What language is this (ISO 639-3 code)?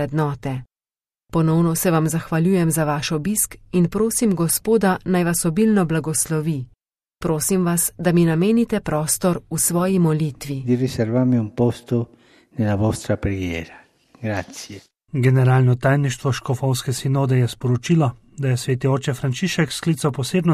slv